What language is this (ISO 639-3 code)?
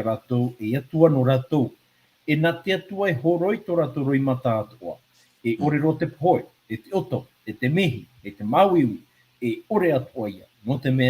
tah